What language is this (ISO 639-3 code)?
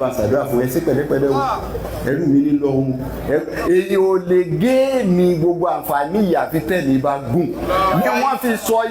yor